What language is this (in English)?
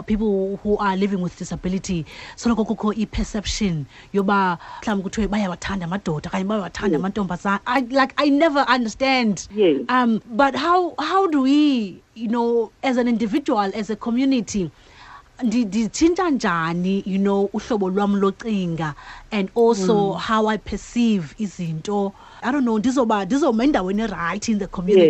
Xhosa